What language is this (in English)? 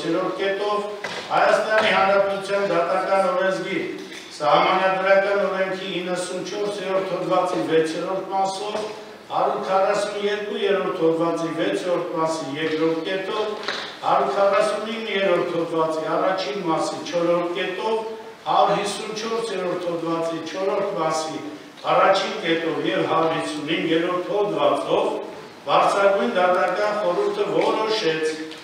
Armenian